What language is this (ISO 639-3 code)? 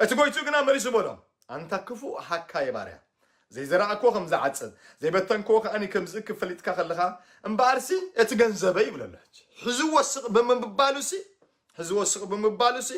tir